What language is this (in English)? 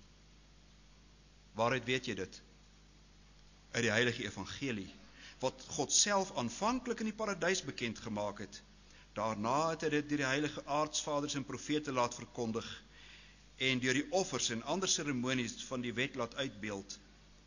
Afrikaans